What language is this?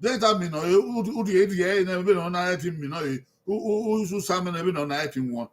Bini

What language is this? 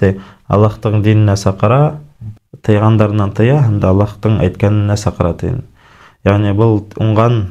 Bashkir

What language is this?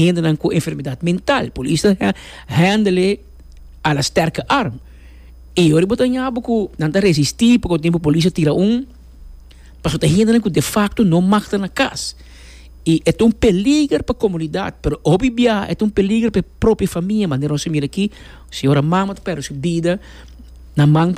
Papiamento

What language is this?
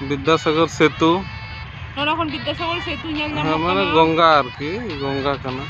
Santali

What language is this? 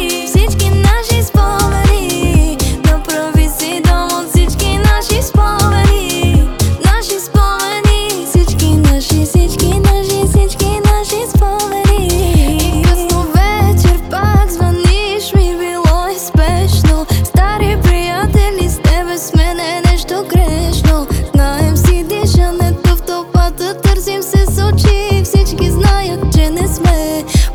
Bulgarian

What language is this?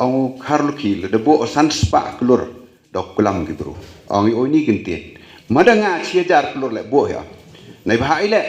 Khasi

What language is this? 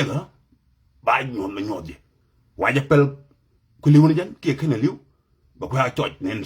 Nuer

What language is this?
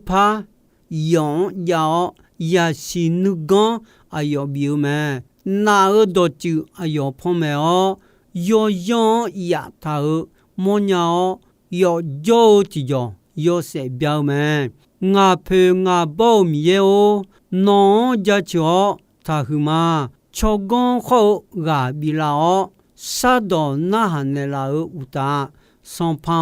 Akha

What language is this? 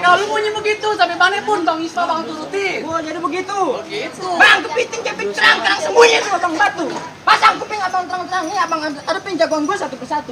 Betawi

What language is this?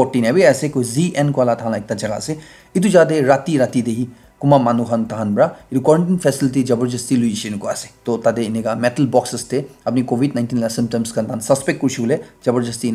Naga Pidgin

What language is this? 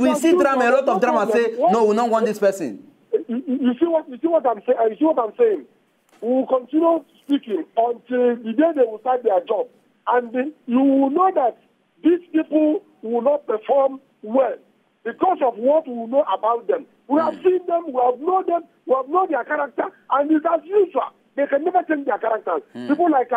Nigerian Pidgin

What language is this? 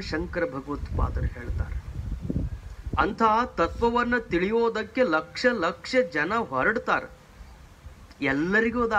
Kannada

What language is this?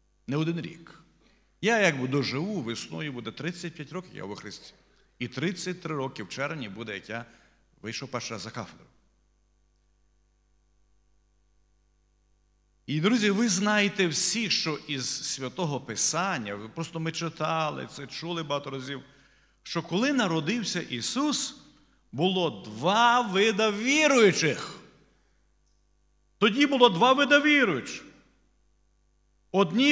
Ukrainian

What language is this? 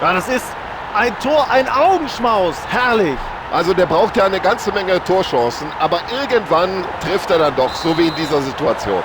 Bavarian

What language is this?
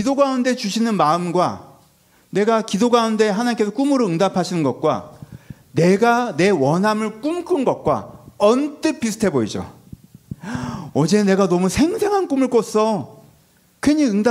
Korean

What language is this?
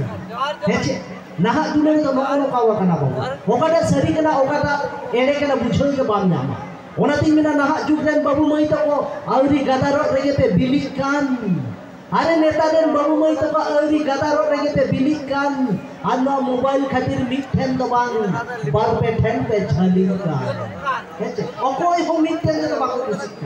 Santali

